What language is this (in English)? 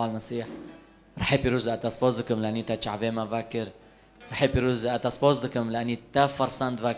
Kurdish